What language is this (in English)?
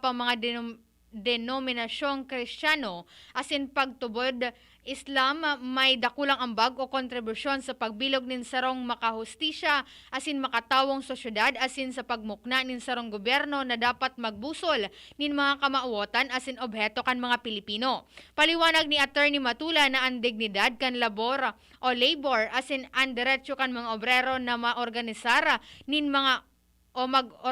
Bikol